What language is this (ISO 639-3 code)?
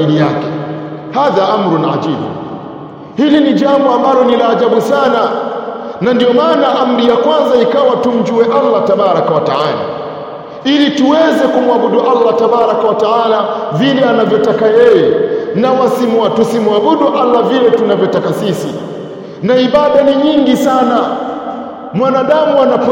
swa